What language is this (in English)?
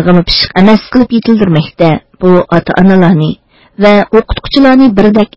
Uyghur